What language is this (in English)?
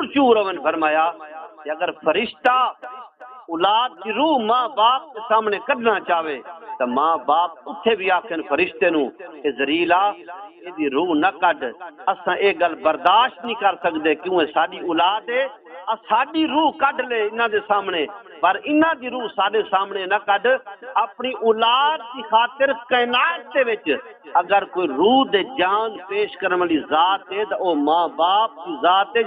Saraiki